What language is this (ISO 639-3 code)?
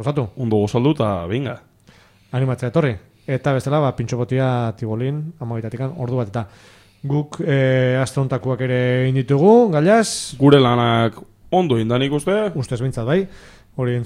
eus